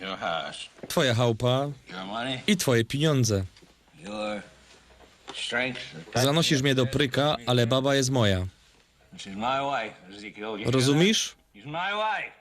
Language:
Silesian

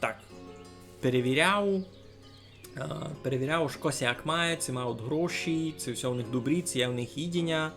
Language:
Rusyn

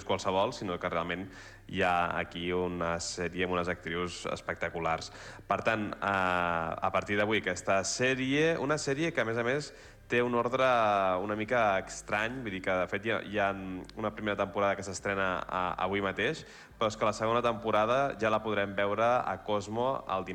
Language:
Catalan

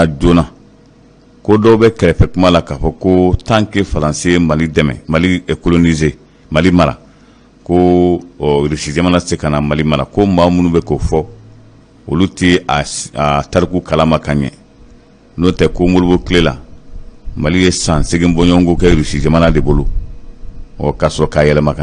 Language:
Bambara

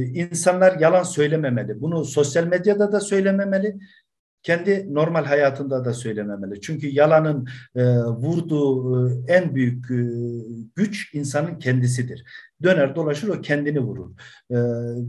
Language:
Turkish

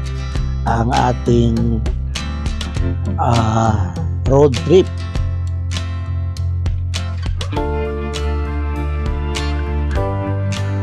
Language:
Filipino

